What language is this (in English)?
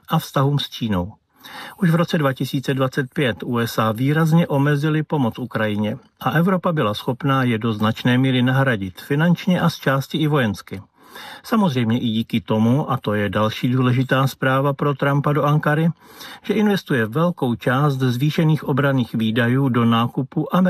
Czech